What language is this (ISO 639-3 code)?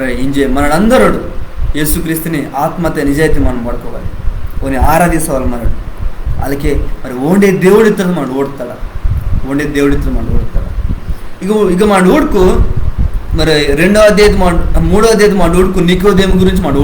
kff